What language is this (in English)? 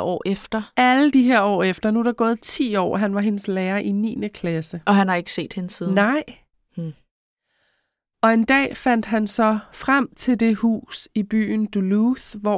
Danish